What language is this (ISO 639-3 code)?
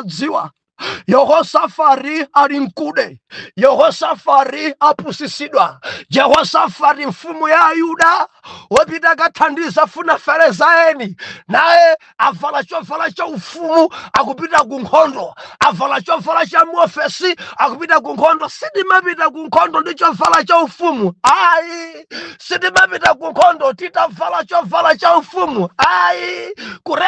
nya